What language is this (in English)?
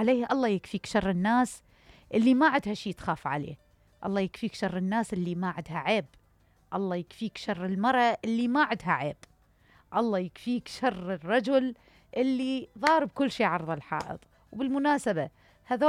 Mesopotamian Arabic